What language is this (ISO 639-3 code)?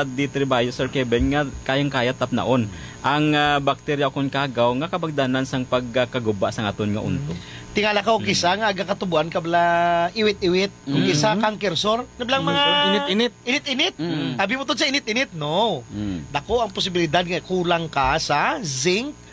hil